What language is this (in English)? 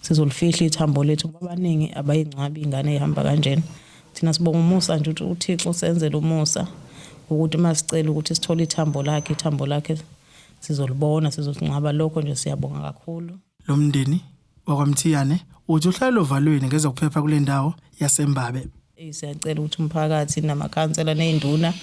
Zulu